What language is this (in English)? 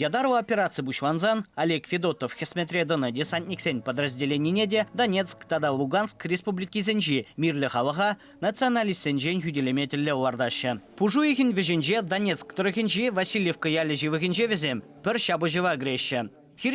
Chuvash